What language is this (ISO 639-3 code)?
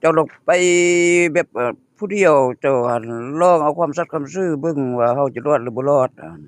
lao